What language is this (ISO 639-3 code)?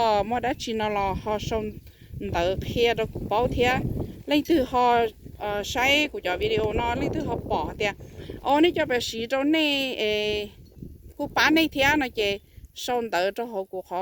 hmn